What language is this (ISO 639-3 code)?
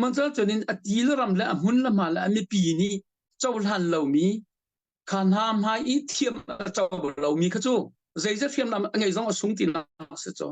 cnh